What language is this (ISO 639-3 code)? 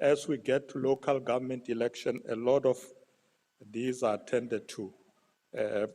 ven